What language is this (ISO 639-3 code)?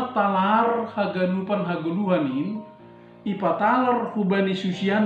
bts